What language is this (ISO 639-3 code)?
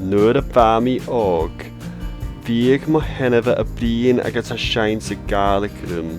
gla